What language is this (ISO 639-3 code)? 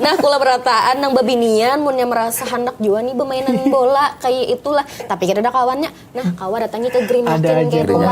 bjn